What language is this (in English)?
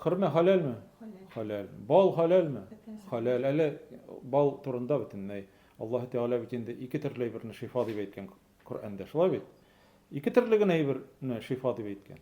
Tatar